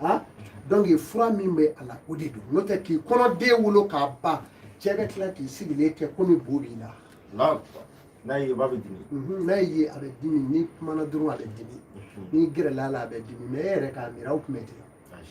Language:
Bambara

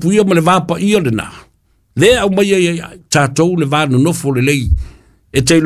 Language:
Samoan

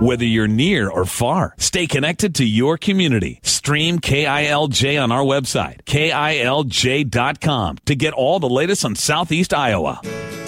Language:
English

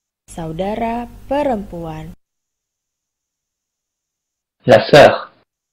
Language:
Indonesian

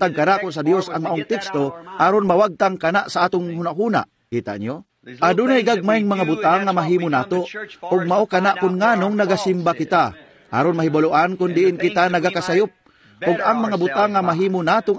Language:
Cebuano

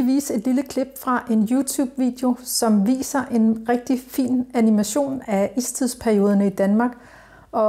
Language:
Danish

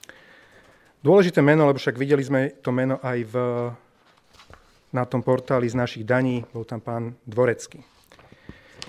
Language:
Slovak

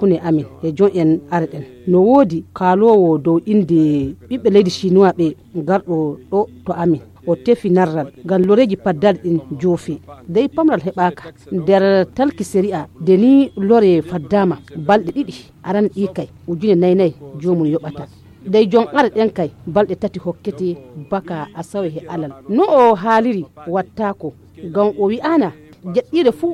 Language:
Fula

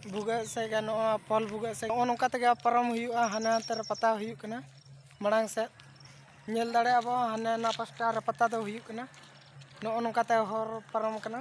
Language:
Santali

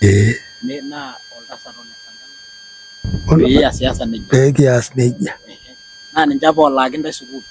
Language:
Masai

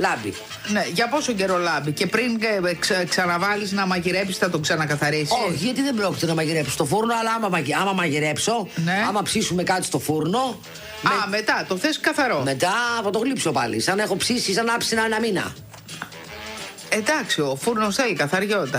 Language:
Greek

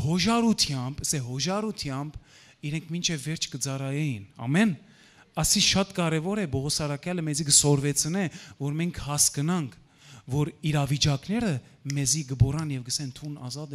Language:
Western Armenian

